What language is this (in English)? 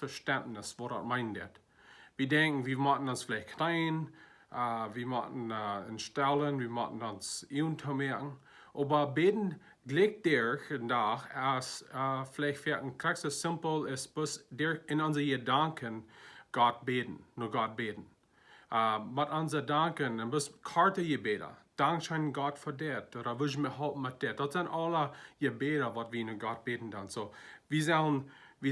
Plautdietsch